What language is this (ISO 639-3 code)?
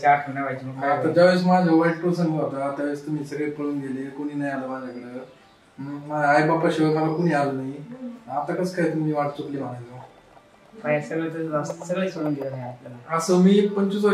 mar